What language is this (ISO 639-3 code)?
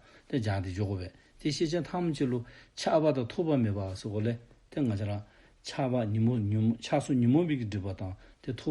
dzo